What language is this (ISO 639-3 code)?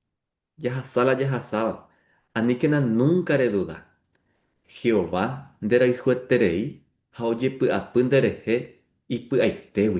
grn